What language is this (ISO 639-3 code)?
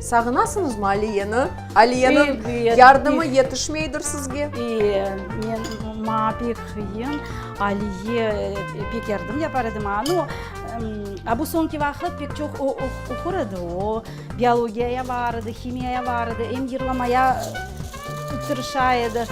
crh